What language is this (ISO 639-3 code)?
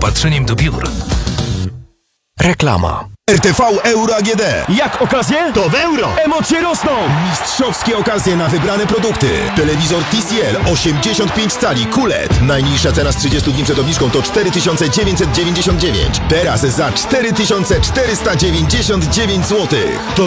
pol